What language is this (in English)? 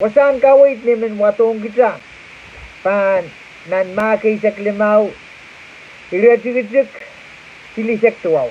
Pohnpeian